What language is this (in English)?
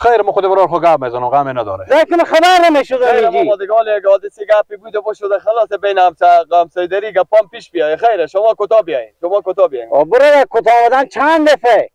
Persian